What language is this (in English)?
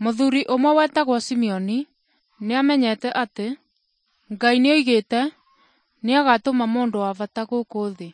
Kikuyu